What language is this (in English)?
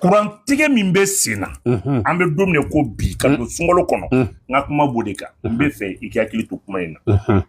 Bambara